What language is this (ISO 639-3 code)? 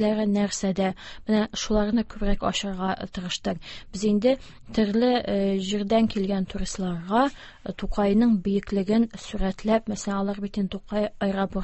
tat